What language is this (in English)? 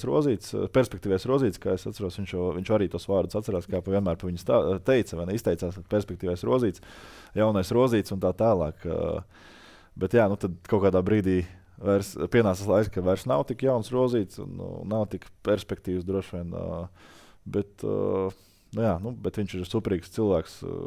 Latvian